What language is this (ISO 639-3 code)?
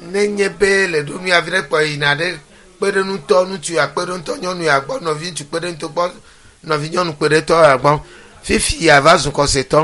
ewe